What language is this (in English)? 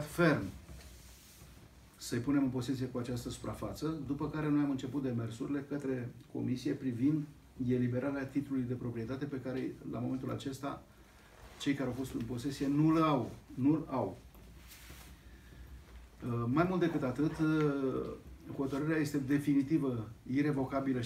Romanian